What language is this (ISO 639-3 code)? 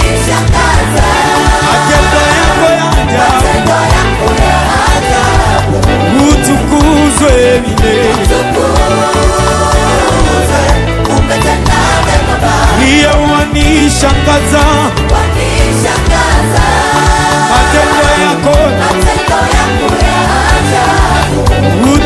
swa